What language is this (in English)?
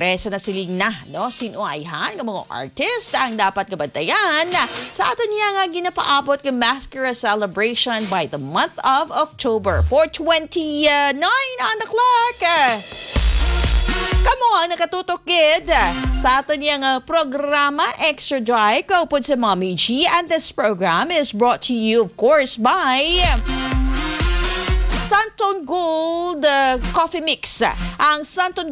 Hiligaynon